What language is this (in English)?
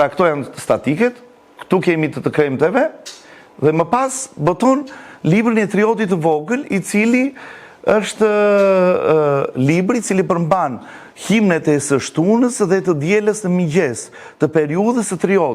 Albanian